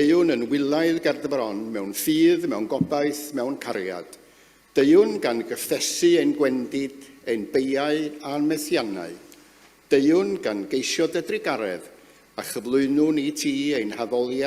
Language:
Welsh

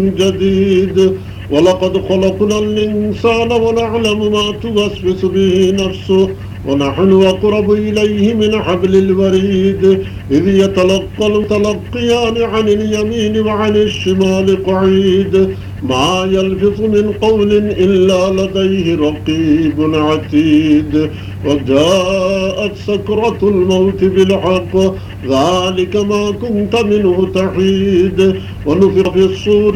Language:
Arabic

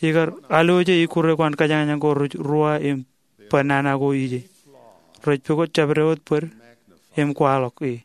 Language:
Marshallese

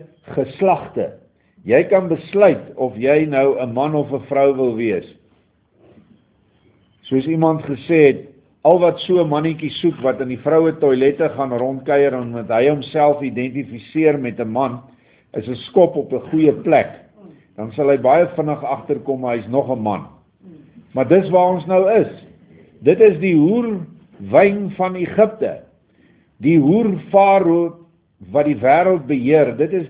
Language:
Afrikaans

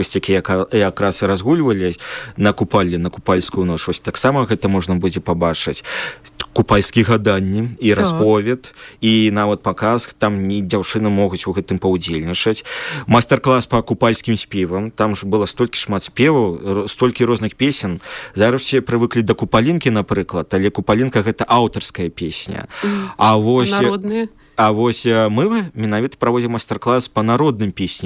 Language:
Belarusian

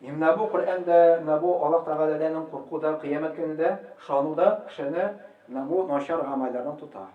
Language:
Tatar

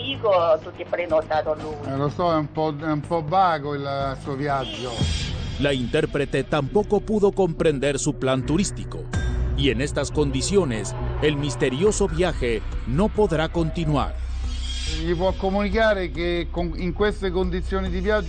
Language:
Italian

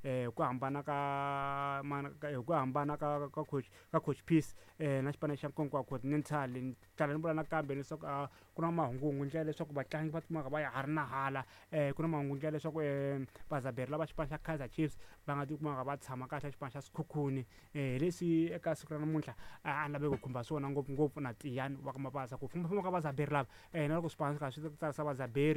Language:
Tsonga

